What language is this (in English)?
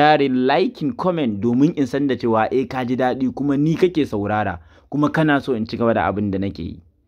Hausa